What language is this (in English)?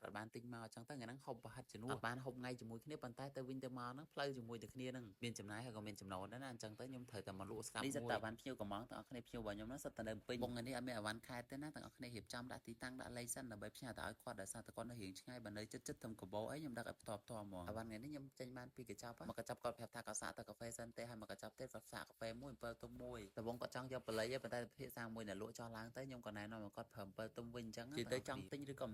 Khmer